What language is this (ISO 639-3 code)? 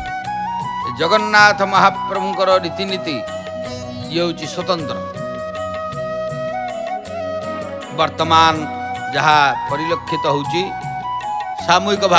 ori